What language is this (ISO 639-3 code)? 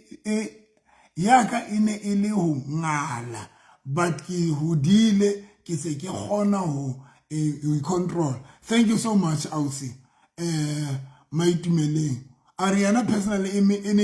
sot